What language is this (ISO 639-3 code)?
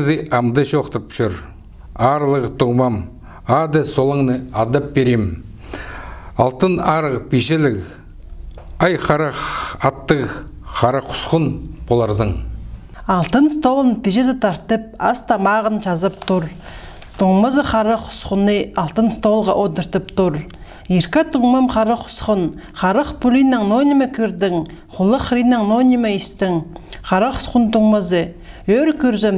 kjh